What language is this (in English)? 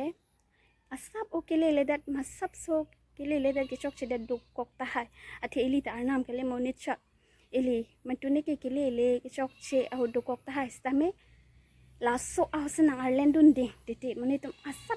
Karbi